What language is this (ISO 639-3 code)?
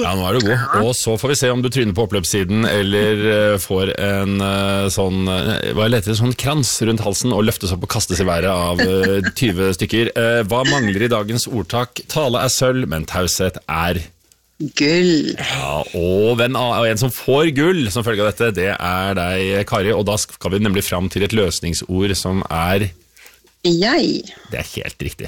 nor